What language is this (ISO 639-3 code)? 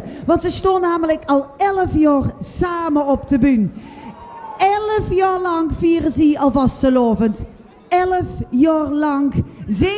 lim